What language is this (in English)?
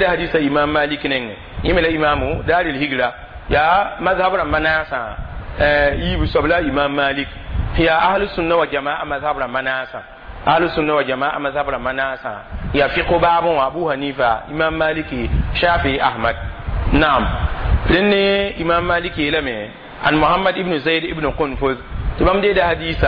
Mossi